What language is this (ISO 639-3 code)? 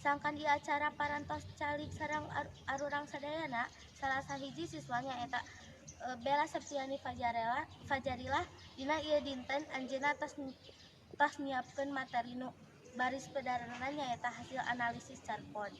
sun